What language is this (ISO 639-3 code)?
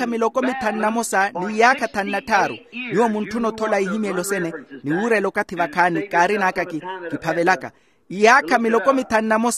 vmw